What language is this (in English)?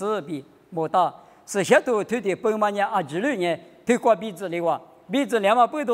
Lisu